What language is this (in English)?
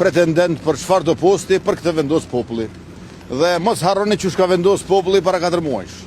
Albanian